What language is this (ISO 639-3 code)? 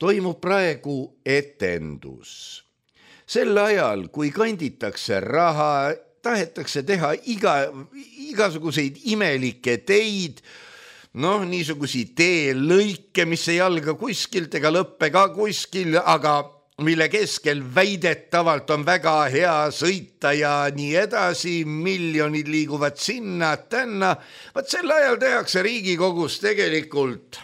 est